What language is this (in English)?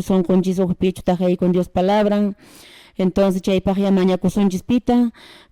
Quechua